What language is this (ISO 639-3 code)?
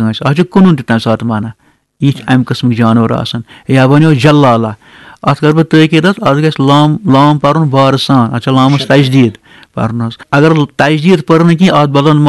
kas